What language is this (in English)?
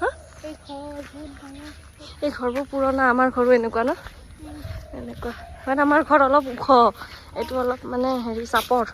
Assamese